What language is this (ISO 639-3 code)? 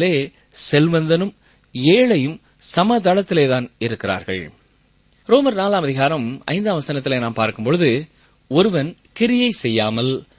tam